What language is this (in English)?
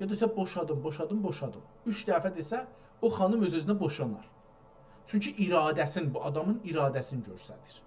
South Azerbaijani